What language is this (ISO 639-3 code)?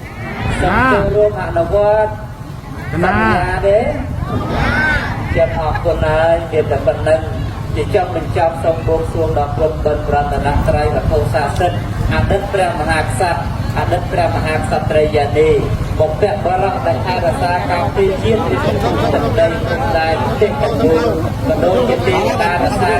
khm